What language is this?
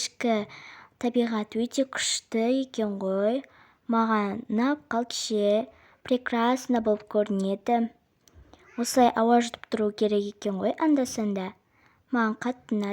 Kazakh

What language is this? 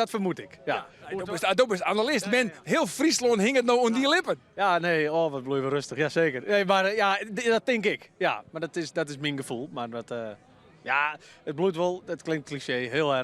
Western Frisian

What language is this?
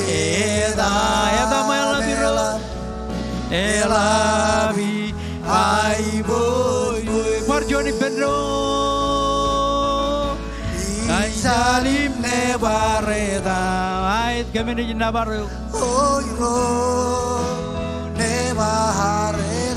Marshallese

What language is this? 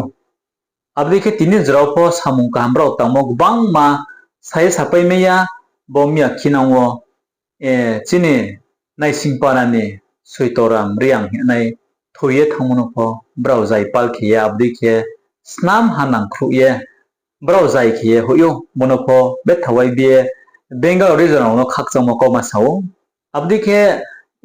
Riang (India)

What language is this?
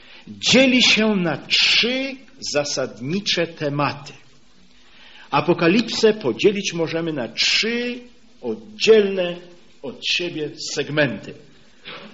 Polish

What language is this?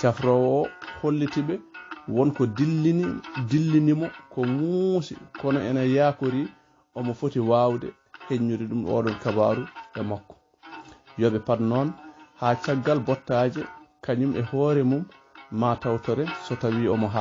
Fula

